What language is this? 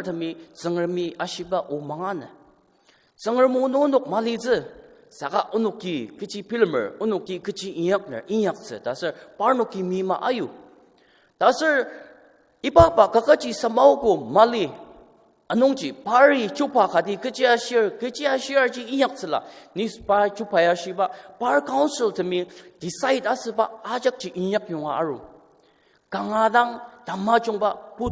Ao Naga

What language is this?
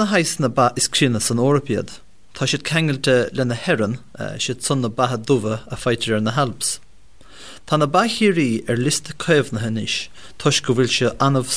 Irish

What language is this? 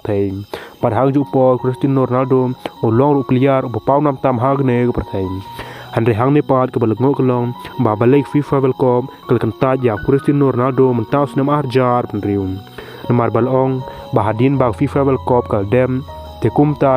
Khasi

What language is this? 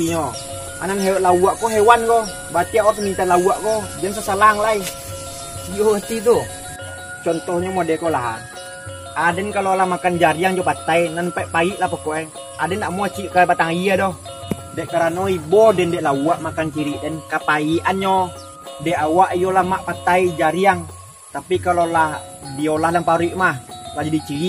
Minangkabau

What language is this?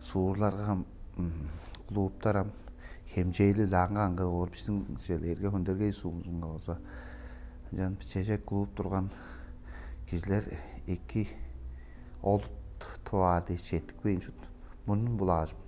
Tuvinian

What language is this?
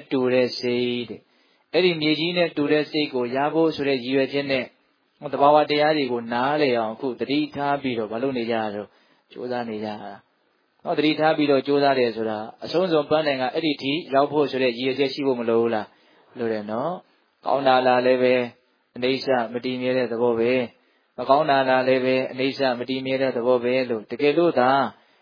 Burmese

